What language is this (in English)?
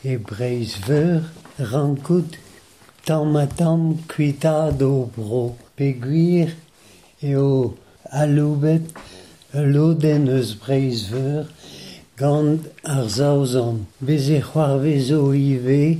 Breton